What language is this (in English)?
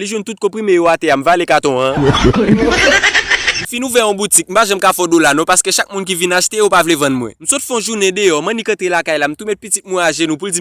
Haitian Creole